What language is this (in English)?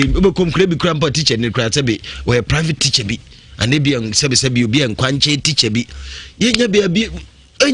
Akan